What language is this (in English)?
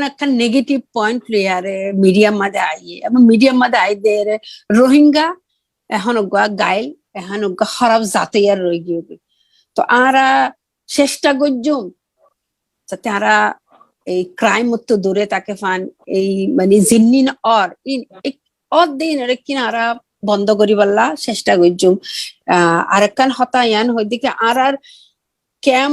Rohingya